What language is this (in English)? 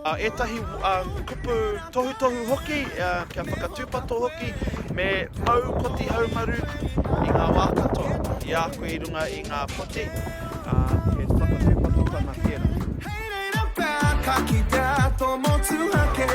Māori